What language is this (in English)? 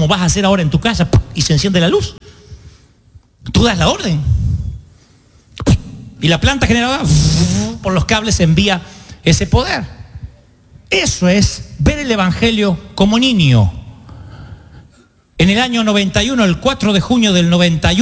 Spanish